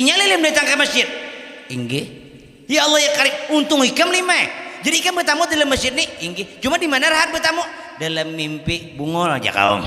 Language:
Banjar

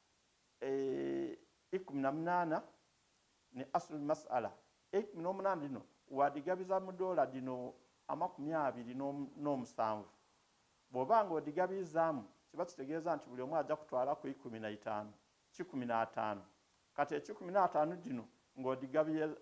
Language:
Ganda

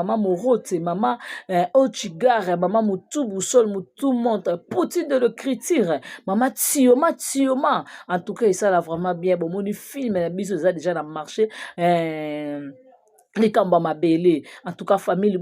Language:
Lingala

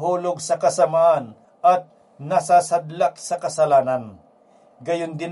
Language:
Filipino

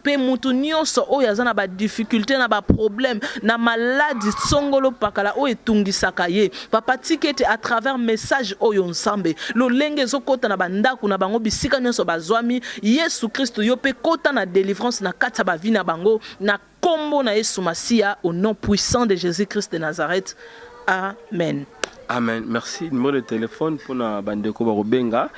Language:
Lingala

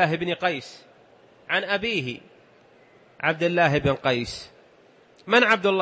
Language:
Arabic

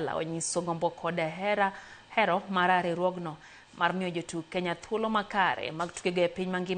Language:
Luo (Kenya and Tanzania)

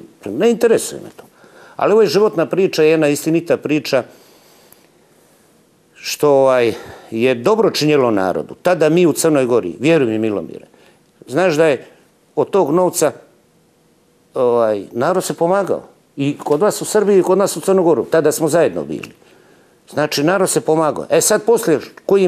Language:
Serbian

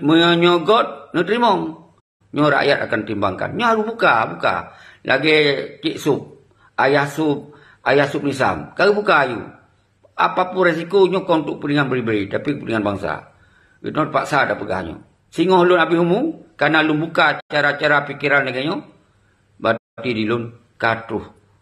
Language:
Achinese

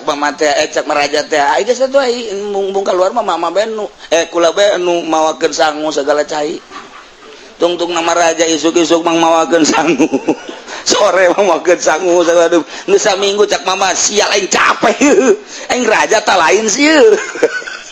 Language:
Sundanese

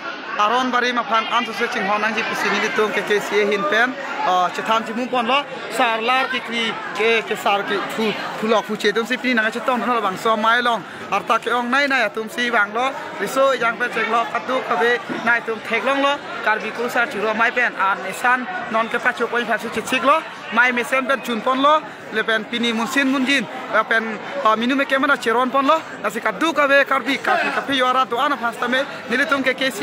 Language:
Karbi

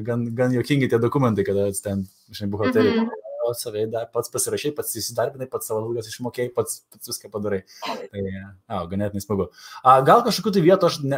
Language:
Lithuanian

